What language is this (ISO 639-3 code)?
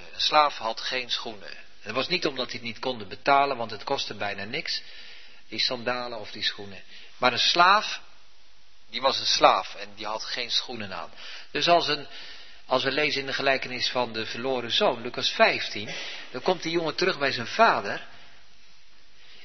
nld